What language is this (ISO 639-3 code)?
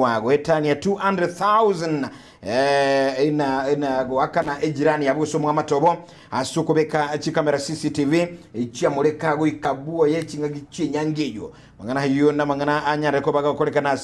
guz